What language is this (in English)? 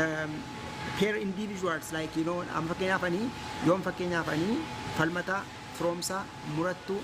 Oromo